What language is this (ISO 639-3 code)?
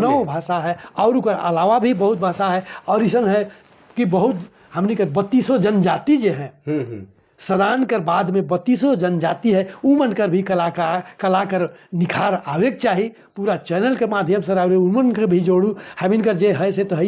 sck